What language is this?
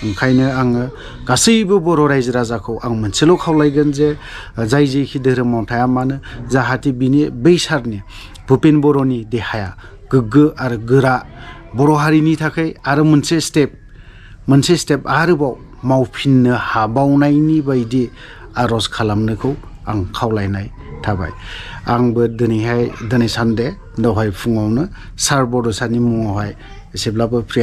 Bodo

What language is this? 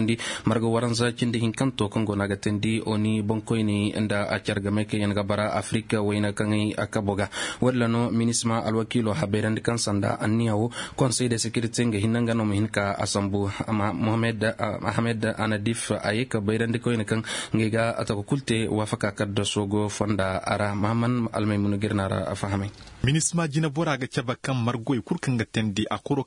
Zarma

